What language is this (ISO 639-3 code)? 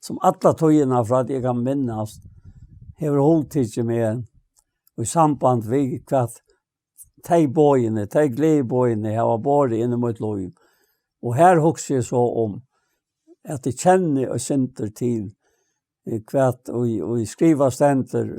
fao